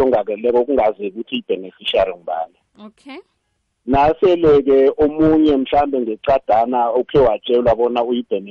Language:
South Ndebele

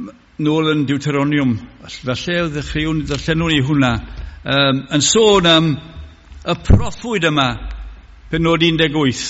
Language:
Welsh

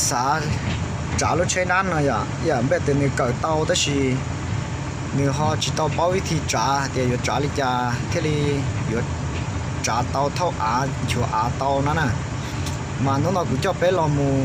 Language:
Hmong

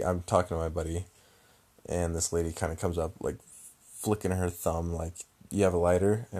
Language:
English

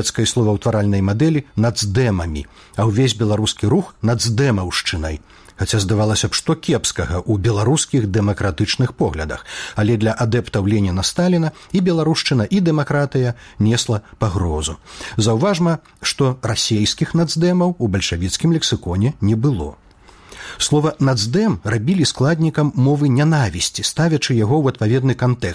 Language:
Belarusian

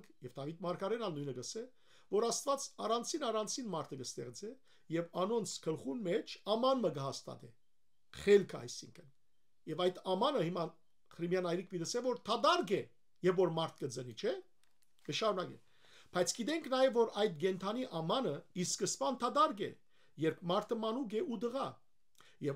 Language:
Western Armenian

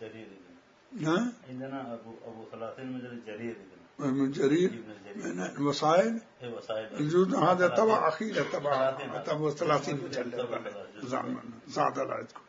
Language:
Mesopotamian Arabic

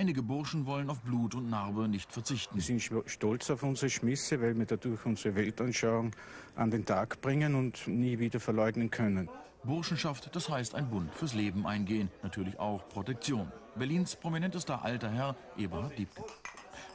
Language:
German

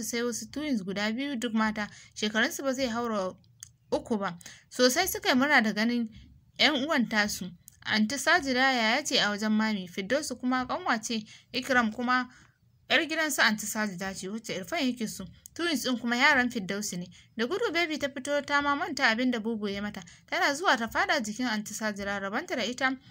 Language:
Hausa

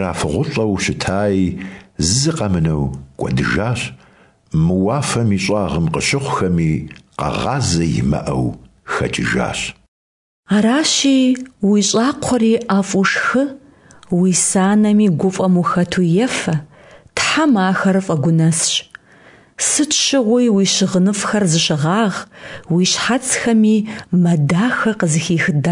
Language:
Kabardian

